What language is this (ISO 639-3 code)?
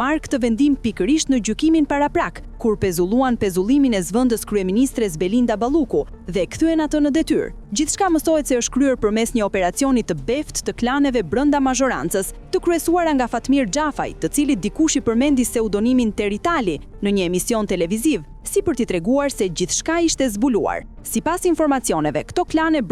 sqi